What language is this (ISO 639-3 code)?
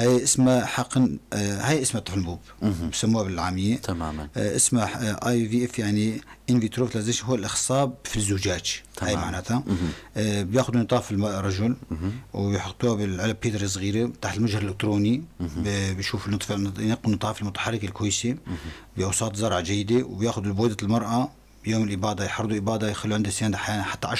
apc